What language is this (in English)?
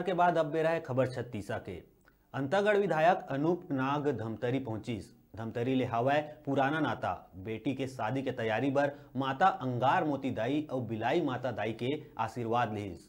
Chhattisgarhi